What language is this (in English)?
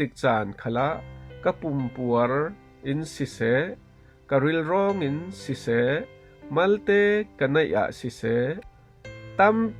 Falam Chin